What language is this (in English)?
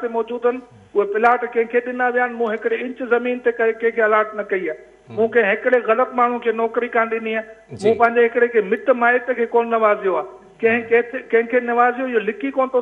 Sindhi